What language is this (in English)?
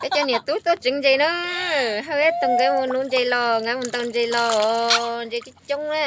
Hmong